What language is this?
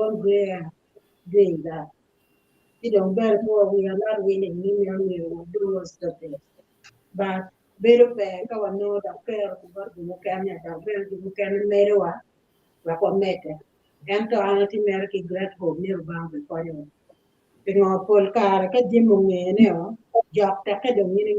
Acoli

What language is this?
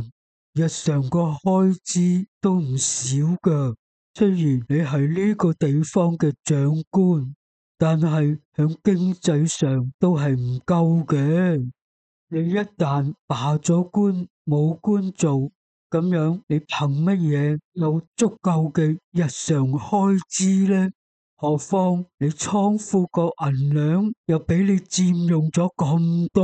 Cantonese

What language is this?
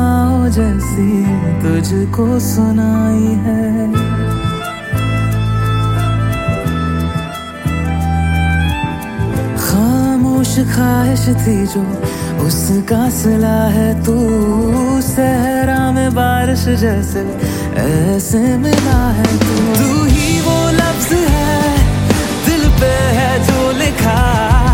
Hindi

